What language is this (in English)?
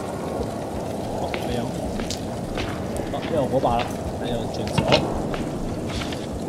Chinese